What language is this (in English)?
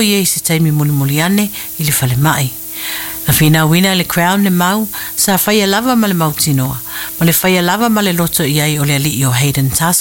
Samoan